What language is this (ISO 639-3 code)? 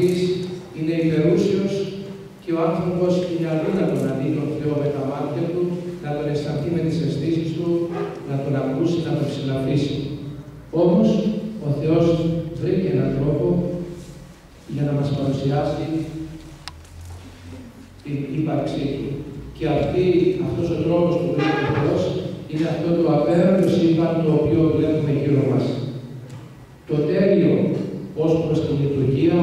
ell